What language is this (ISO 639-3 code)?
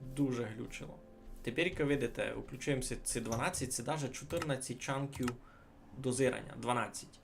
rue